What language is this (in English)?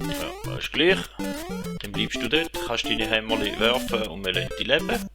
Swiss German